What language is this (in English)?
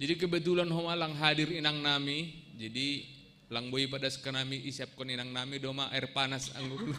Batak Simalungun